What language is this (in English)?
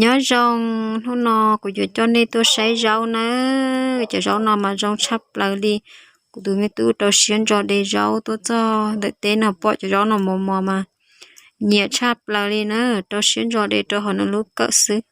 Hmong